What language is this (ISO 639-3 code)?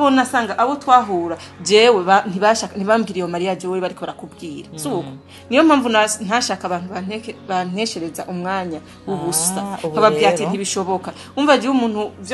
run